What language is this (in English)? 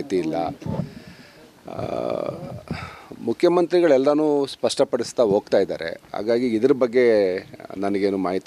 Kannada